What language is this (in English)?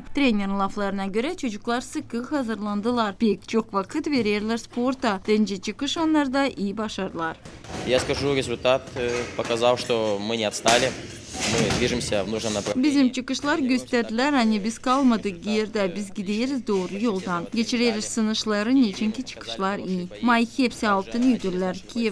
Gagauz